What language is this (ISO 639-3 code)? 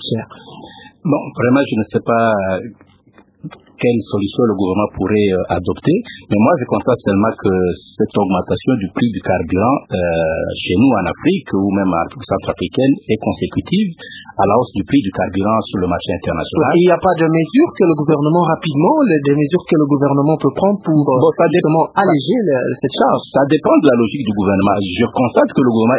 fra